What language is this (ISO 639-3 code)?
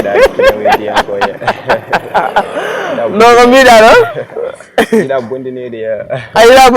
ful